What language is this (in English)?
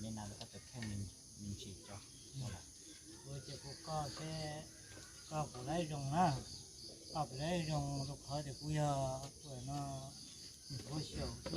Hmong